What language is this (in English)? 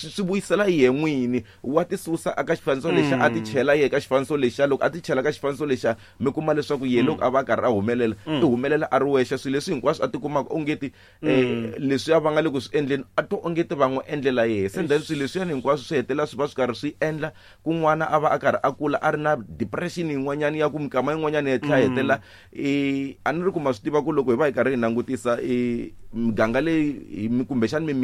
Tsonga